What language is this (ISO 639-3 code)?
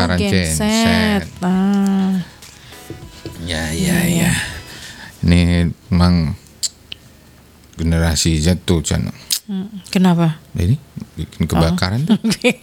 ind